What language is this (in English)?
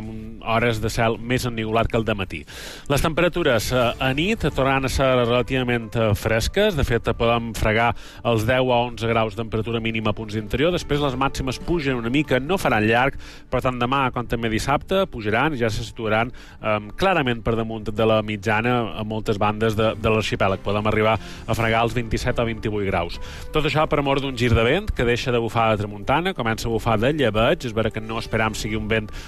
Catalan